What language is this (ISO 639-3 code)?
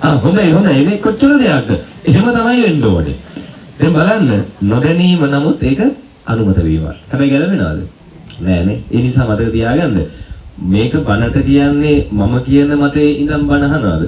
sin